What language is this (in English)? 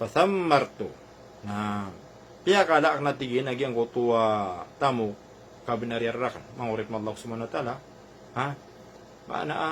Maranao